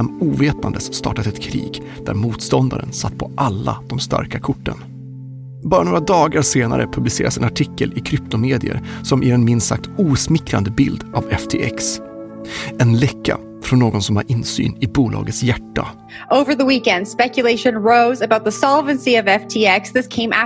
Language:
Swedish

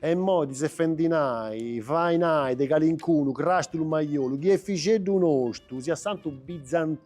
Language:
Sardinian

